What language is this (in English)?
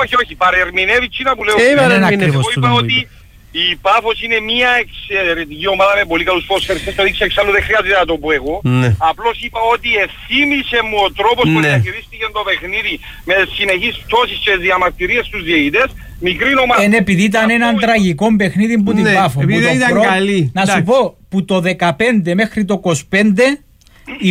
Greek